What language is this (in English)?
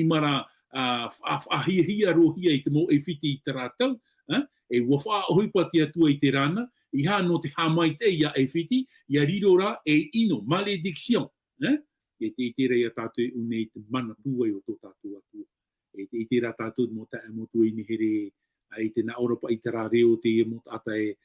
Tahitian